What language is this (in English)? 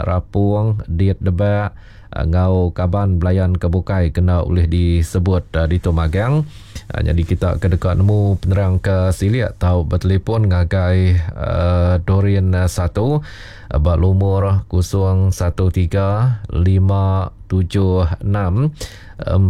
Iban